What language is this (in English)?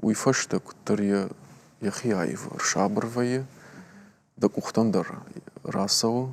Ossetic